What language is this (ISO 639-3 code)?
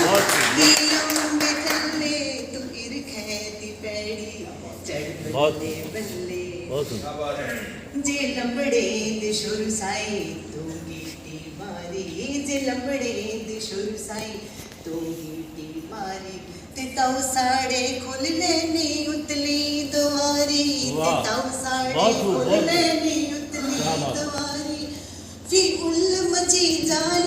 doi